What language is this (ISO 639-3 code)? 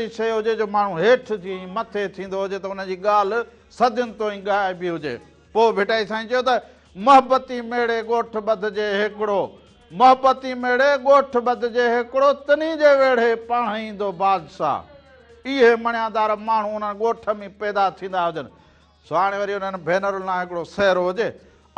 snd